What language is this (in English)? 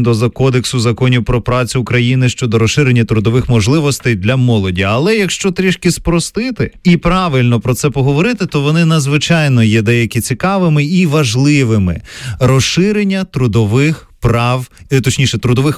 Ukrainian